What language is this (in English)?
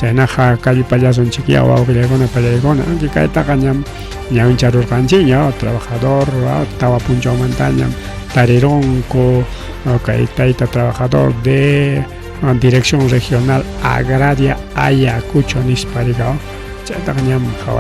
Ayacucho Quechua